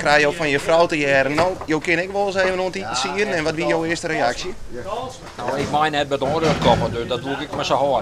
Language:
Western Frisian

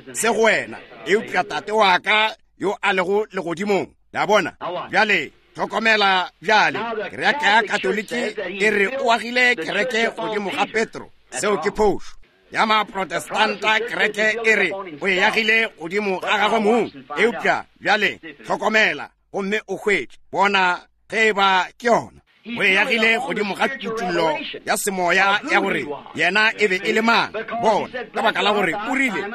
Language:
Northern Sotho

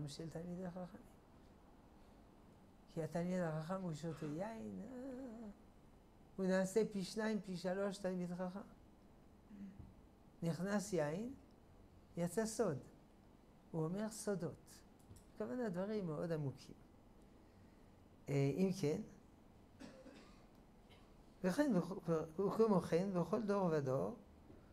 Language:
Hebrew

